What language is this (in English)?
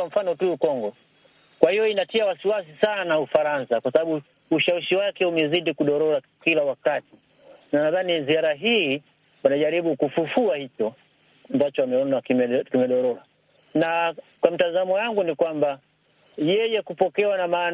Swahili